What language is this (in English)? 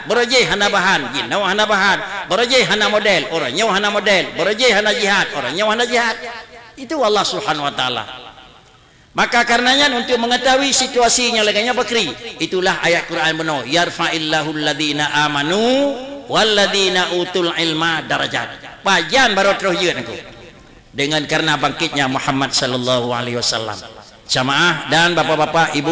Achinese